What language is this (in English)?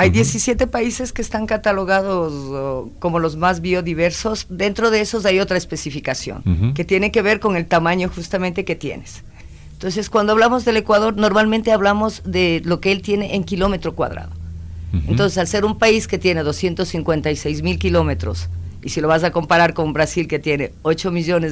Spanish